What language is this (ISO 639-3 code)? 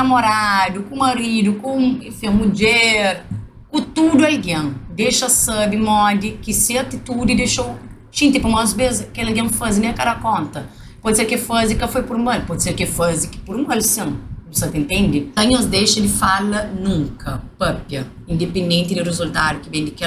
kea